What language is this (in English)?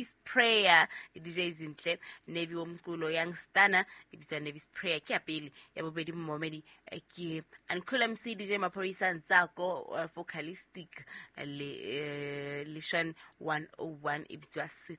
Southern Sotho